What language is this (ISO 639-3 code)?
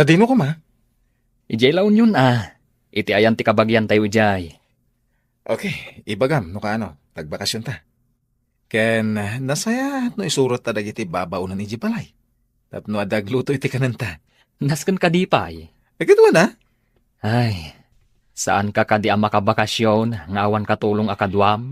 ilo